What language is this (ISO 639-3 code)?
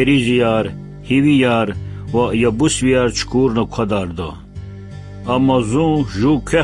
lez